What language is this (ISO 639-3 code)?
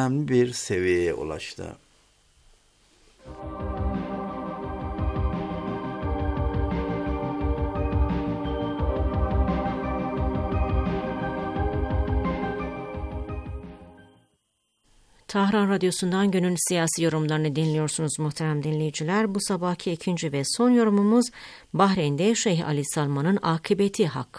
tur